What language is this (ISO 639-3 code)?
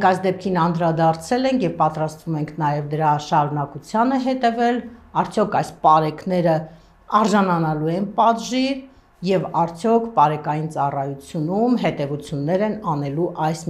hye